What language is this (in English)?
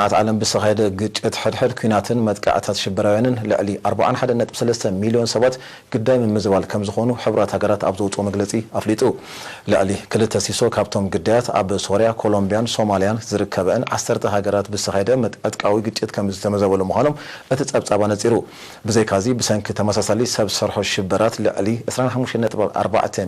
Tigrinya